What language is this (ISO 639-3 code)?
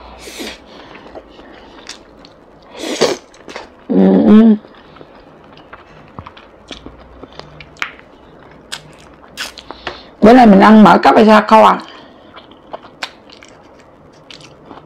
vie